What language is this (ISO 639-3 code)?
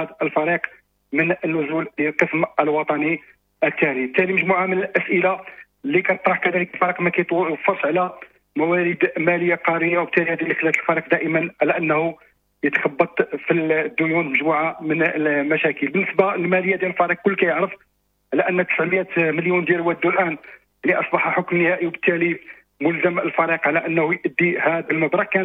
ary